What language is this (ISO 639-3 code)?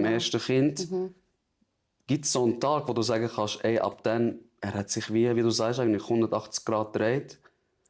gsw